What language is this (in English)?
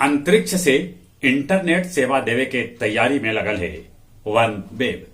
Magahi